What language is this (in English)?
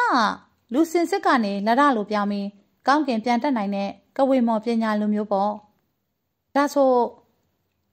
Burmese